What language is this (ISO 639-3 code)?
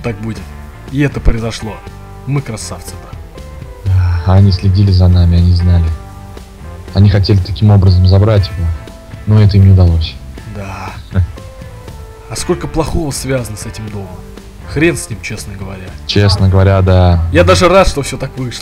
rus